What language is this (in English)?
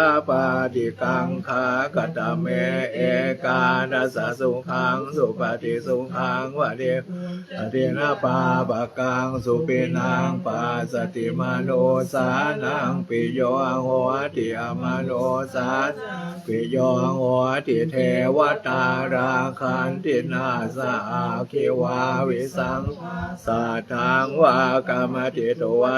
Pali